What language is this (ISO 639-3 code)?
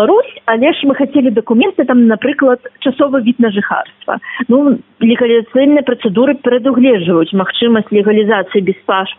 bel